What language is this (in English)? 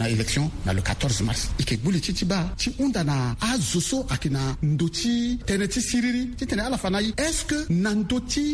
Sango